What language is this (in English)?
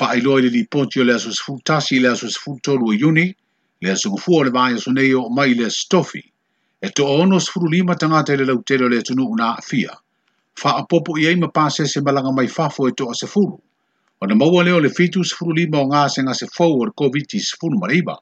Samoan